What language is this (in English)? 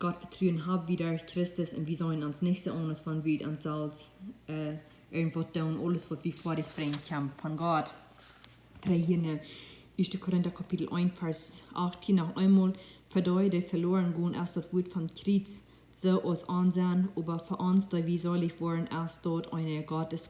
Plautdietsch